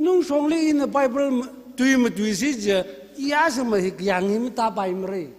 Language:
Tangkhul Naga (India)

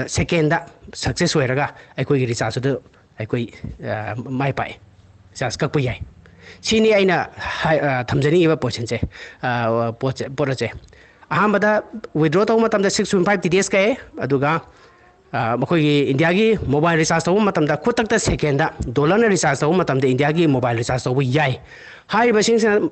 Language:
Manipuri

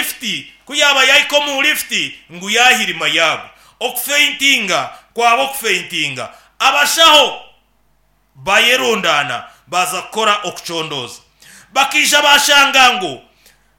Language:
Nyankole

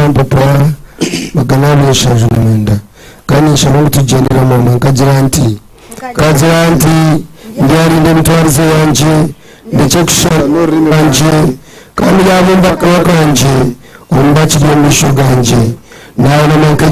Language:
Nyankole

